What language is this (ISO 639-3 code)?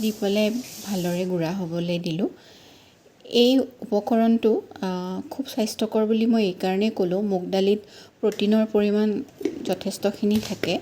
asm